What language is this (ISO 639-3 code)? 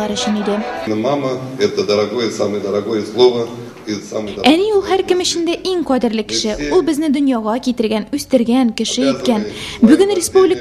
tat